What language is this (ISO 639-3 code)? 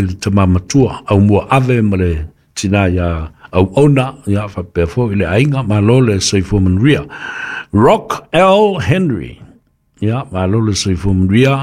smo